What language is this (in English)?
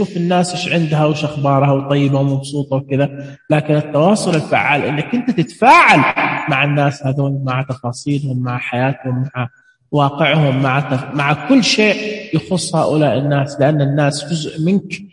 Najdi Arabic